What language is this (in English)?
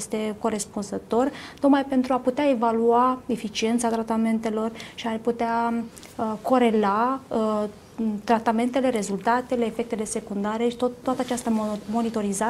Romanian